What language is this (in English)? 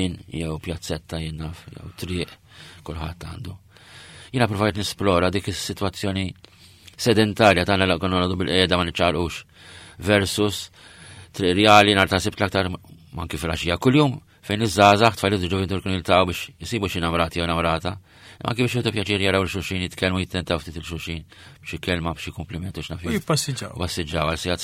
Maltese